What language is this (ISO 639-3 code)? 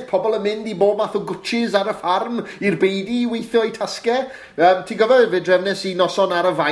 cym